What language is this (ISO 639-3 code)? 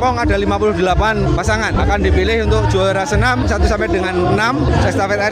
ind